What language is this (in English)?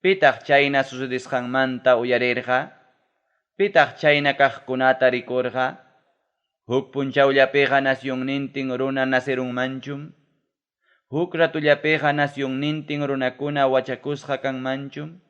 Ayacucho Quechua